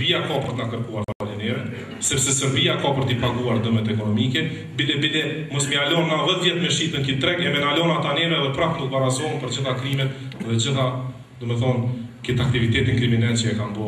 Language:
Albanian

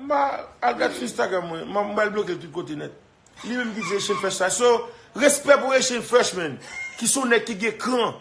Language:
Haitian Creole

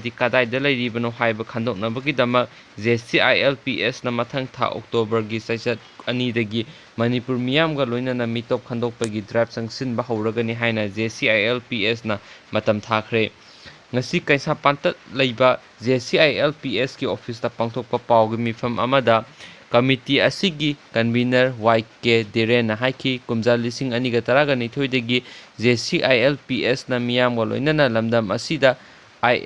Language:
Manipuri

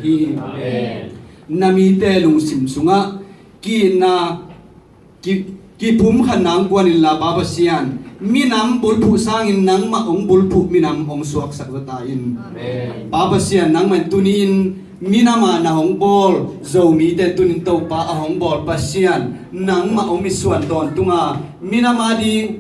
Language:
Tedim Chin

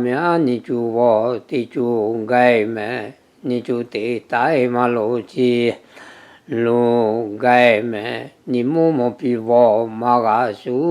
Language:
Lahu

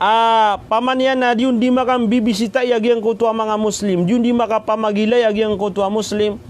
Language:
Maranao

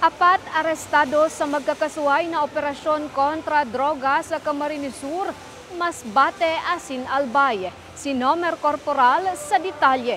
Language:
Bikol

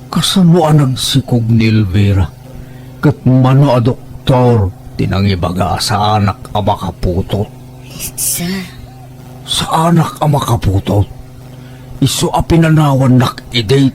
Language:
Iloko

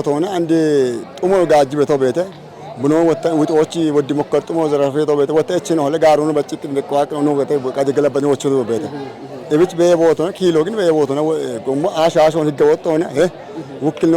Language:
Kafa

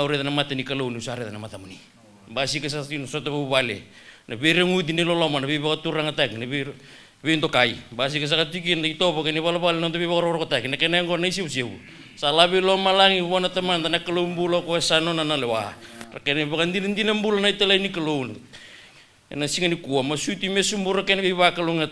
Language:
Fijian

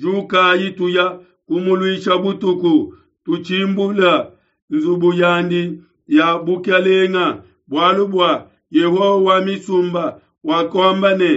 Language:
Luba-Lulua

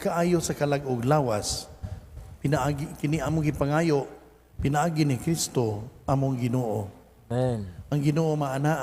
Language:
Cebuano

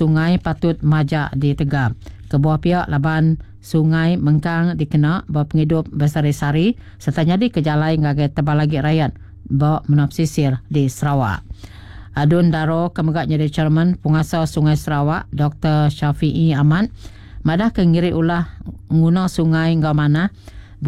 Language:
Iban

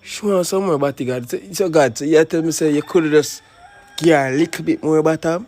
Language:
Jamaican Creole English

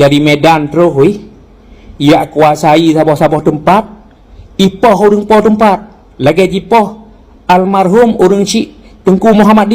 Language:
Achinese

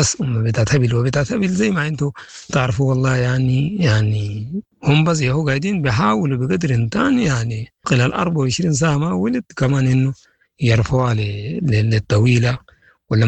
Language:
Sudanese Arabic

